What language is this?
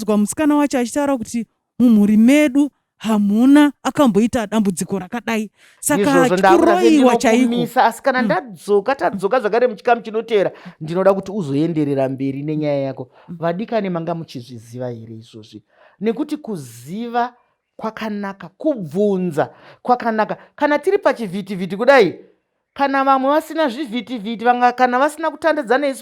Shona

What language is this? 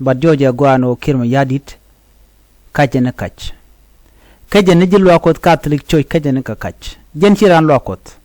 Nuer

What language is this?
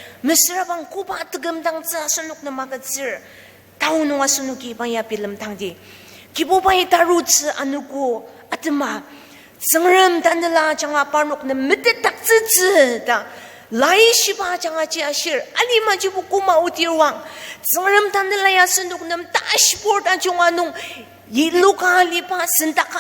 Ao Naga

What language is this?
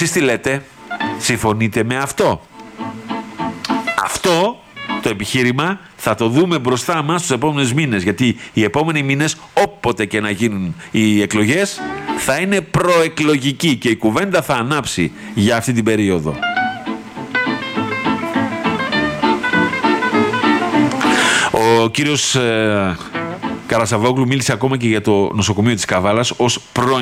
Greek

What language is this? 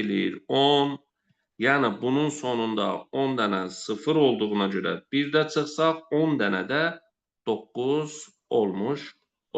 Azerbaijani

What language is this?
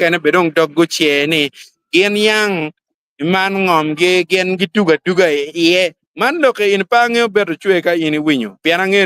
Acoli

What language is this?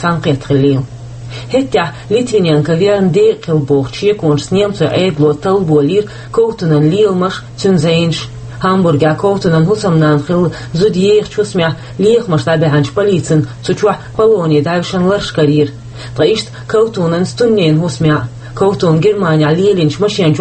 Chechen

